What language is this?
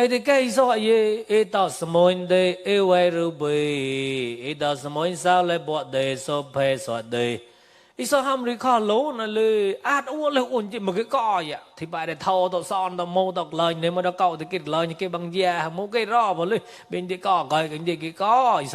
Mon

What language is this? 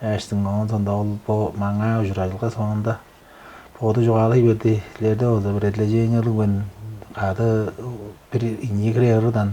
Tuvinian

